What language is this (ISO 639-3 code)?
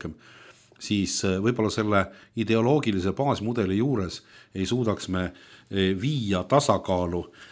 est